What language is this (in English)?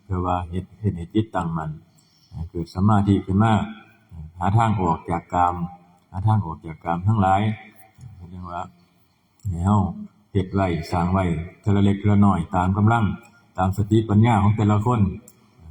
Northeastern Thai